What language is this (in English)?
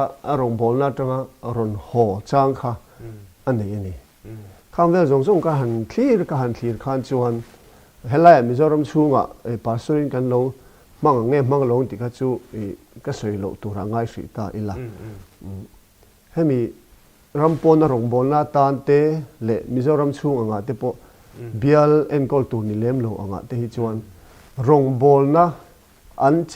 Mizo